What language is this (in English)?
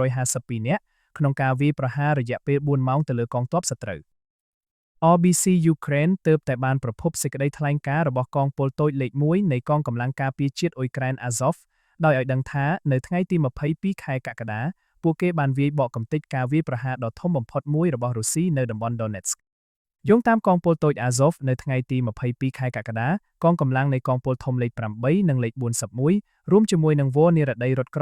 Khmer